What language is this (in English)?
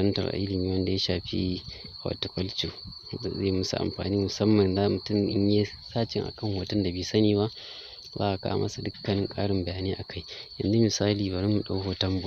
Hausa